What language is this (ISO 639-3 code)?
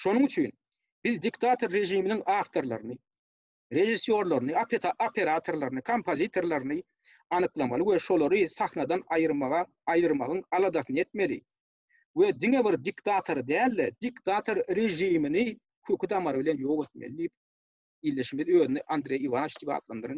tuk